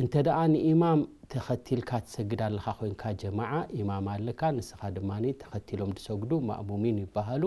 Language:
Tigrinya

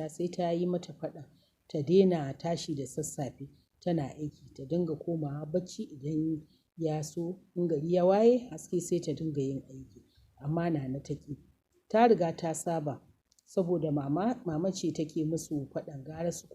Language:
Hausa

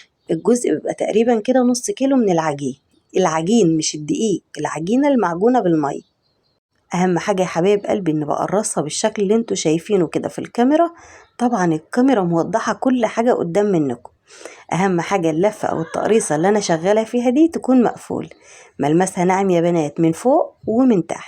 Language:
Egyptian Arabic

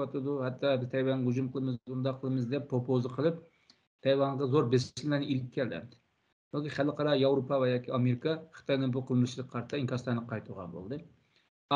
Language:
Uyghur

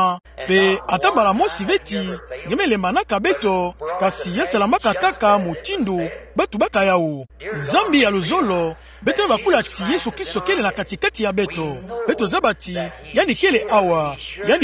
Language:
Kituba (Democratic Republic of Congo)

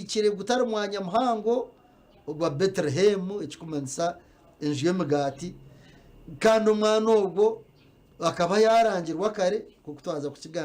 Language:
Nyankole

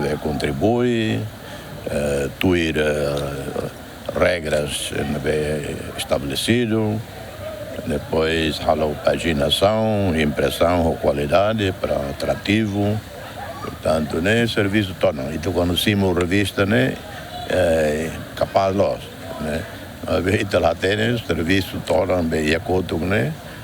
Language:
Tetum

